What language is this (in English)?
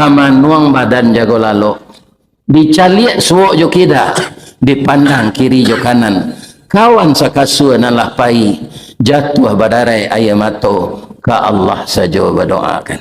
Minangkabau